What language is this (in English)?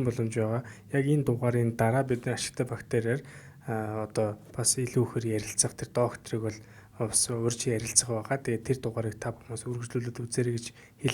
Mongolian